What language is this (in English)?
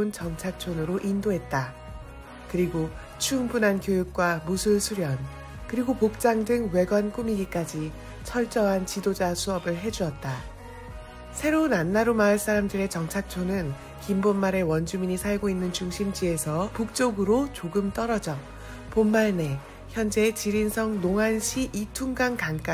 Korean